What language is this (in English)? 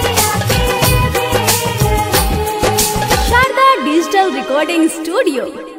Bhojpuri